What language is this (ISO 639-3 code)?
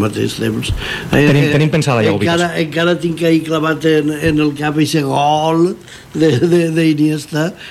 cat